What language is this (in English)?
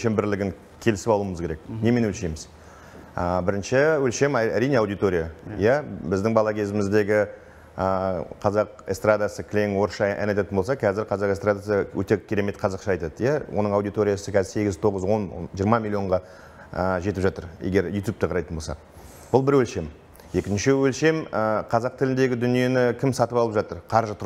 Kazakh